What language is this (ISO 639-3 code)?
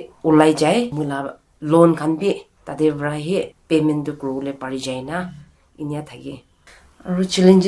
nag